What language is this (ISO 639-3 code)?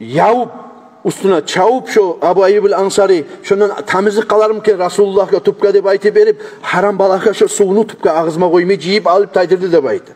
kum